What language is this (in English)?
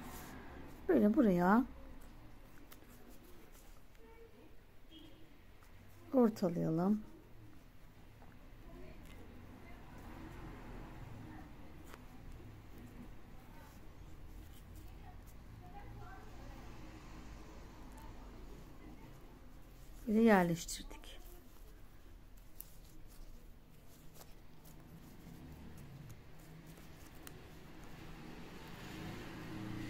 Turkish